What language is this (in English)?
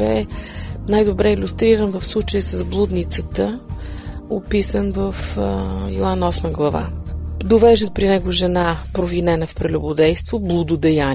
Bulgarian